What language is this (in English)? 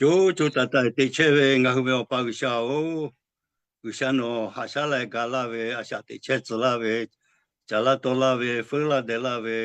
Lahu